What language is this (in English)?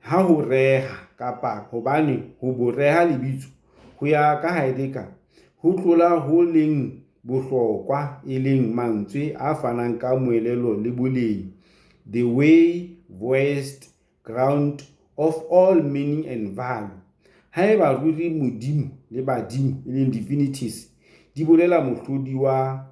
Southern Sotho